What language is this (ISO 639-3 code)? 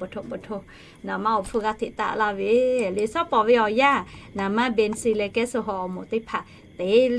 lhu